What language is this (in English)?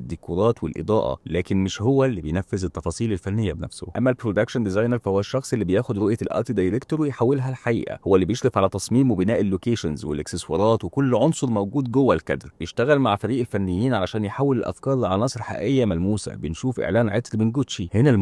Egyptian Arabic